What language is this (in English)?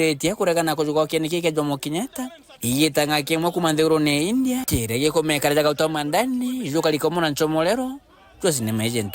Meru